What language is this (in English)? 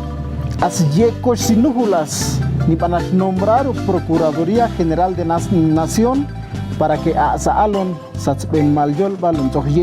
Ixil